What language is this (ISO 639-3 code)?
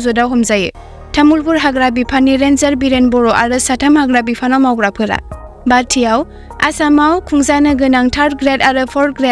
brx